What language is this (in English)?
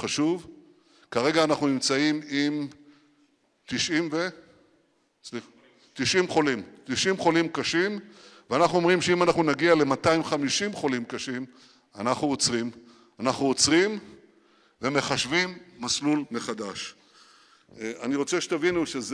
Hebrew